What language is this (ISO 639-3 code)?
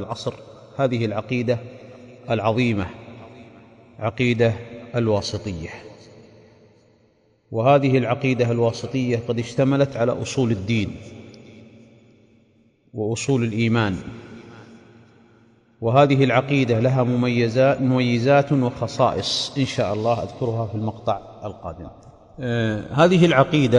ara